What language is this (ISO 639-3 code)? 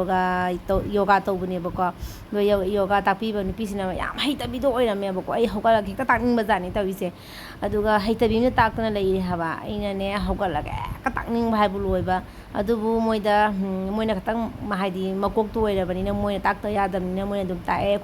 mni